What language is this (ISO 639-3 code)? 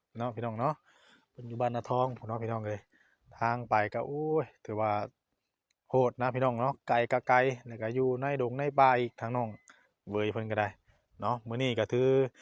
tts